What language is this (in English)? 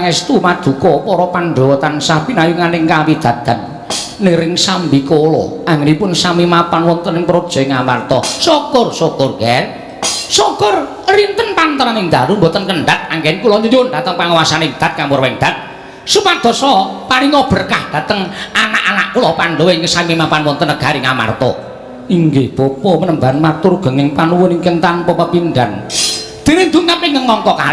Javanese